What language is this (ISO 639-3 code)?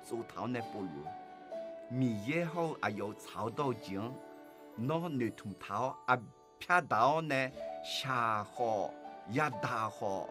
ahk